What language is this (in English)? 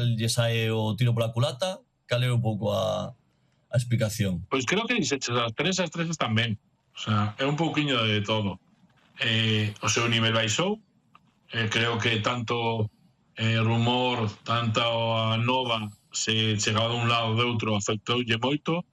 Galician